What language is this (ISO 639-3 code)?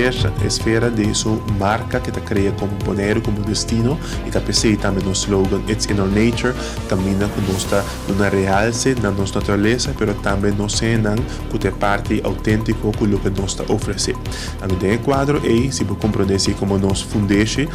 pap